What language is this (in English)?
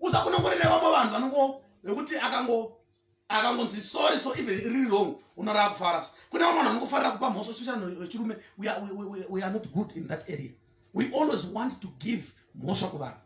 Shona